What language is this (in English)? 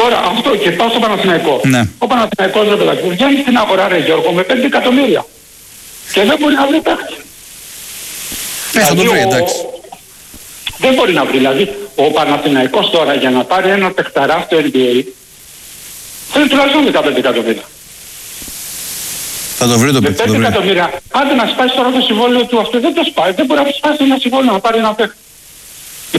Greek